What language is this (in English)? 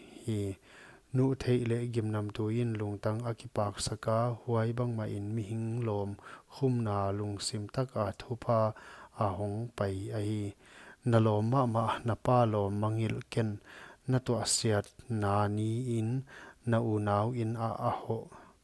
Paite Chin